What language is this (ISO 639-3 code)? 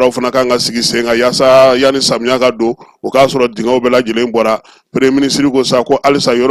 bam